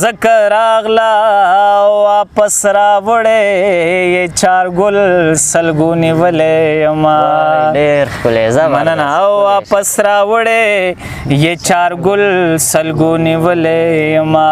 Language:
Pashto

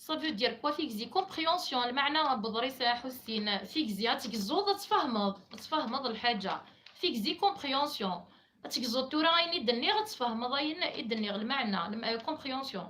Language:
Kabyle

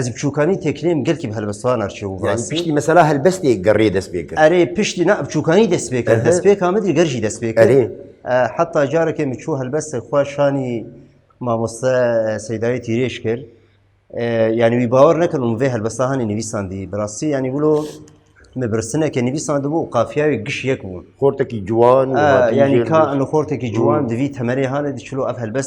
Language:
Kurdish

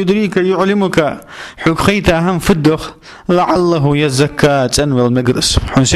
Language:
Ingush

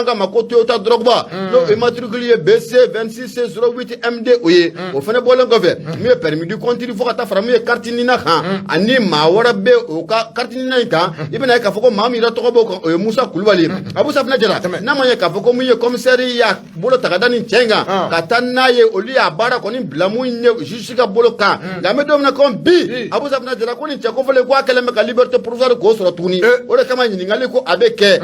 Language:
Bambara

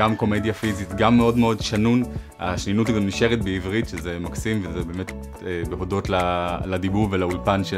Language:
Hebrew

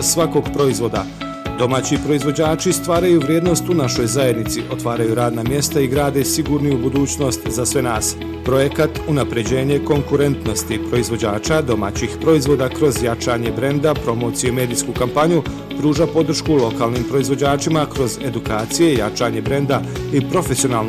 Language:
Bosnian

